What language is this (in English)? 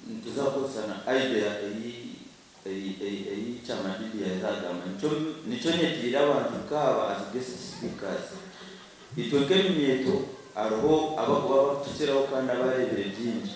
Nyankole